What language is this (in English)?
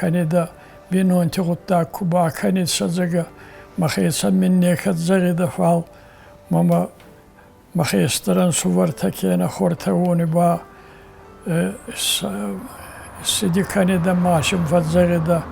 Ossetic